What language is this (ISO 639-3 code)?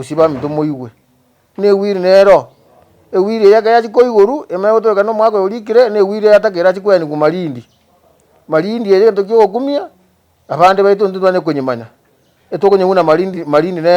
guz